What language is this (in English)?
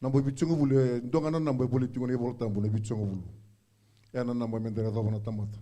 Fijian